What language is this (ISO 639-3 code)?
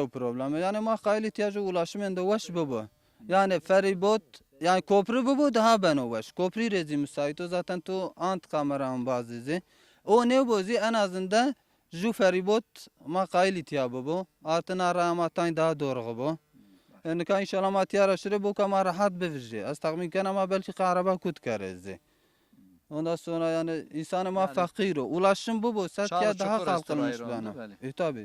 zza